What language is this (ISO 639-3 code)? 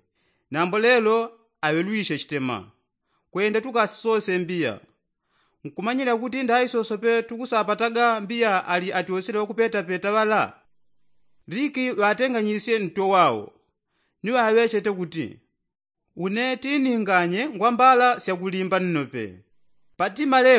yao